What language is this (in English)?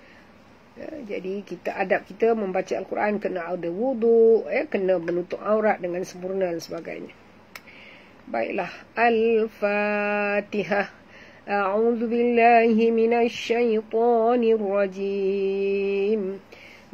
Malay